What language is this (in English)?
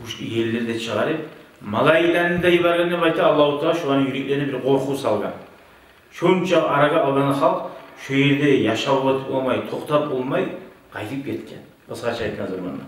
Kumyk